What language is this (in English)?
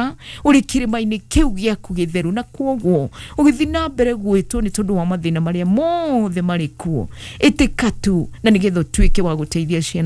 Kikuyu